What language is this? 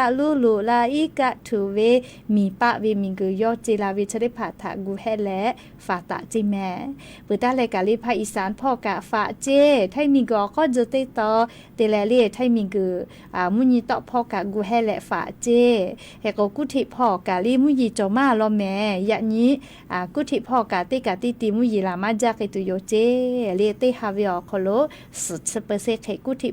Lahu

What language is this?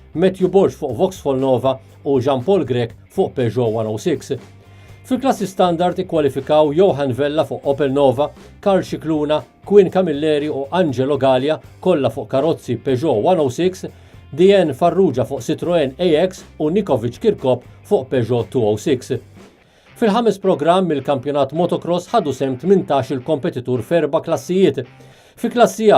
Maltese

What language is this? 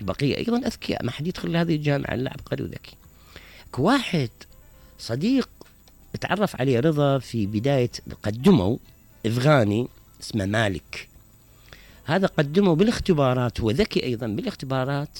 Mesopotamian Arabic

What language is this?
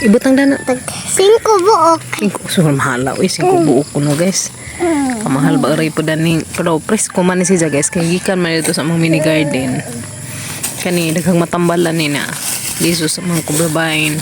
Cebuano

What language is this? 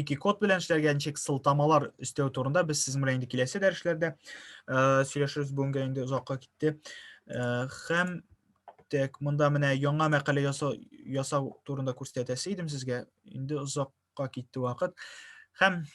Tatar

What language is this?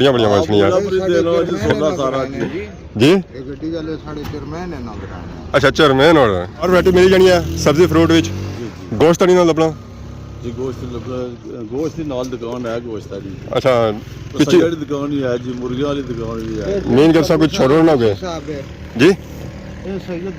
Pahari-Potwari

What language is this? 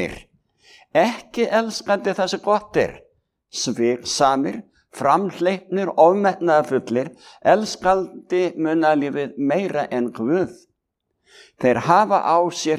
Icelandic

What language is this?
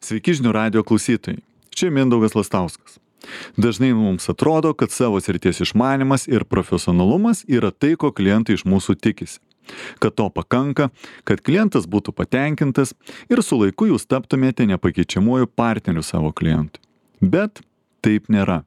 Lithuanian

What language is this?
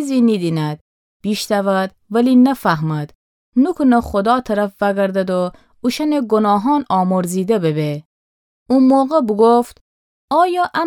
Gilaki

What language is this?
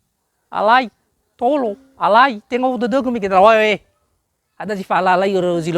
Nias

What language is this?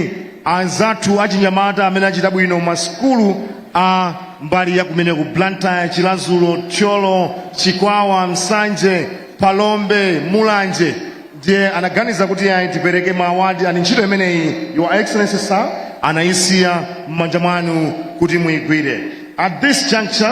Nyanja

